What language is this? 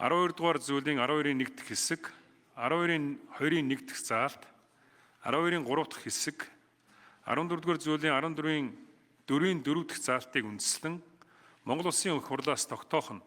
Mongolian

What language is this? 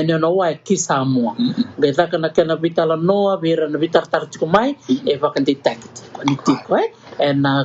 Fijian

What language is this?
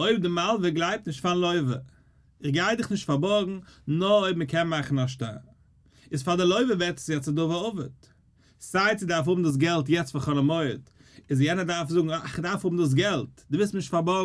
Yiddish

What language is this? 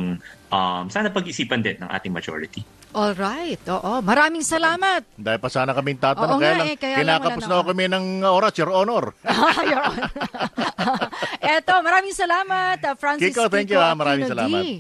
Filipino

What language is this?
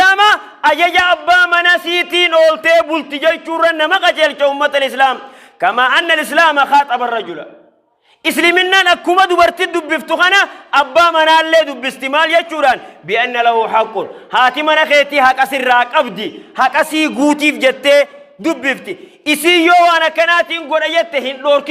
Oromo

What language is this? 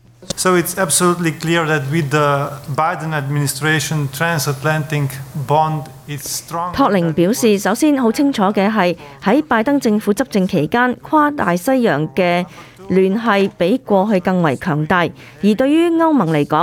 Cantonese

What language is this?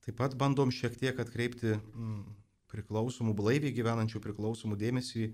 Lithuanian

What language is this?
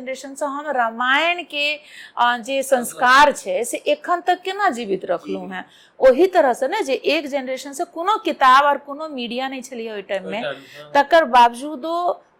Maithili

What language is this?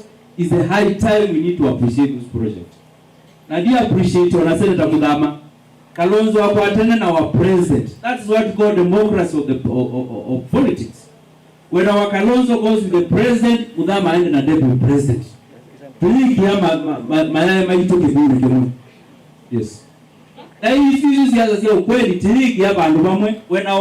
Kamba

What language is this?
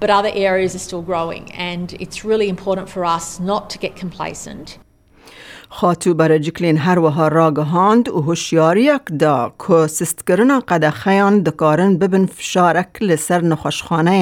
Kurdish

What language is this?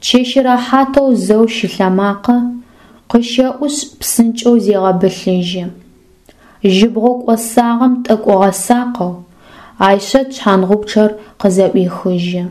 Adyghe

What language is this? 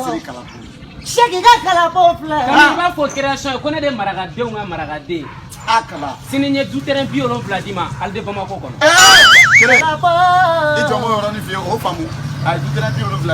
Bambara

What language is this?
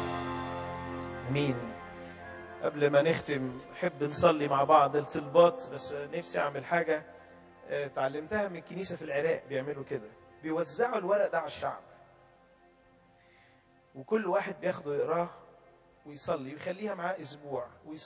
Egyptian Arabic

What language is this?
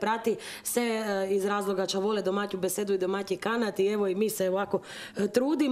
Croatian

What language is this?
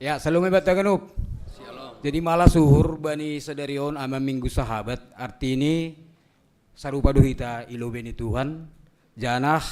Batak Simalungun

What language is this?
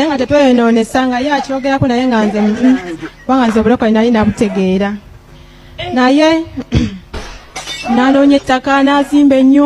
Ganda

